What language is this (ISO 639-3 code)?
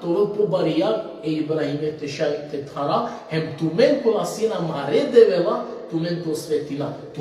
rmn